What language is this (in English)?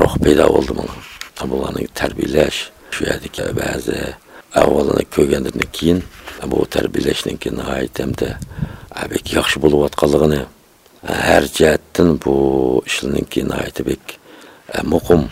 Uyghur